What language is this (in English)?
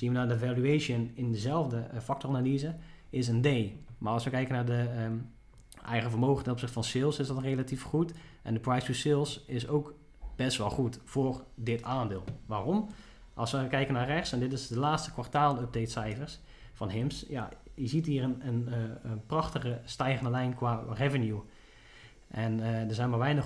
Dutch